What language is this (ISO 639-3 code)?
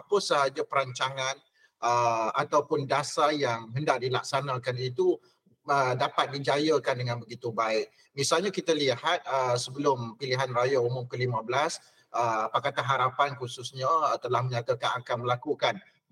msa